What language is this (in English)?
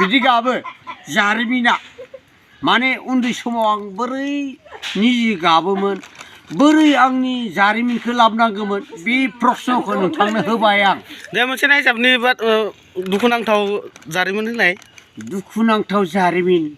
Bodo